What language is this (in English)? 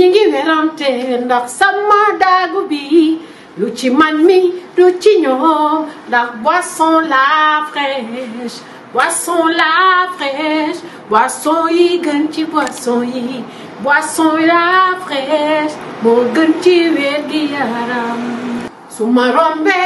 Wolof